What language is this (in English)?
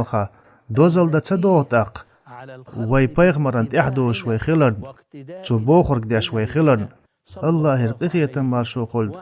Chechen